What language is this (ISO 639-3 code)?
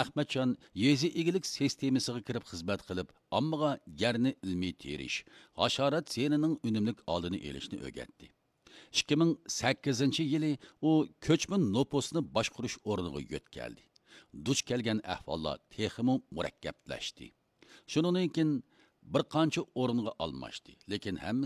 uig